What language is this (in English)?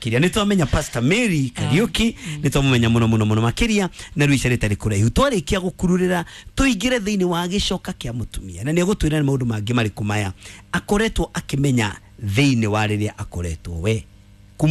Kikuyu